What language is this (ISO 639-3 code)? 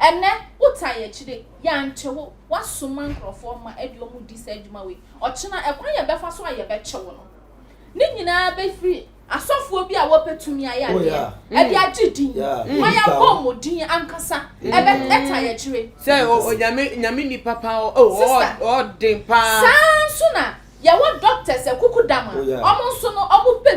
aka